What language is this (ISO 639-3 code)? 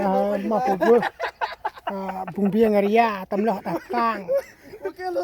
cmo